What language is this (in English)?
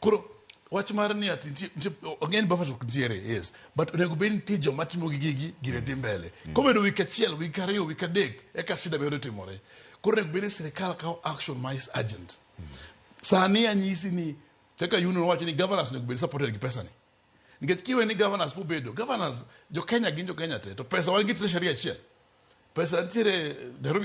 Luo (Kenya and Tanzania)